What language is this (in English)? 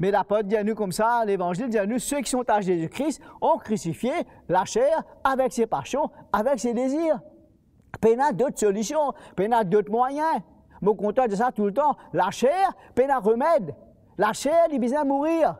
Morisyen